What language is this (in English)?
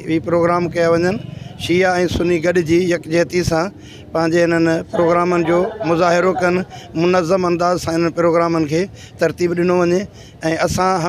Sindhi